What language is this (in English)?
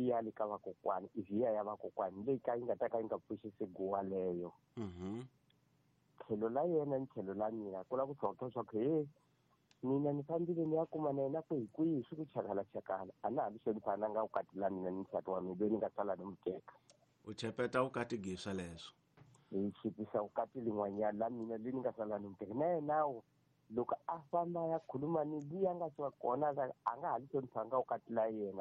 Tsonga